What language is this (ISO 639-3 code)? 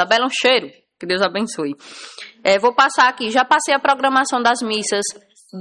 por